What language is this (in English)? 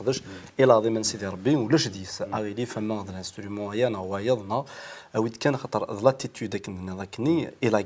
Kabyle